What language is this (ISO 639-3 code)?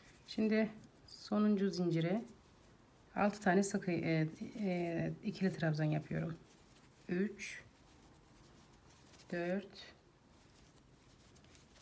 tur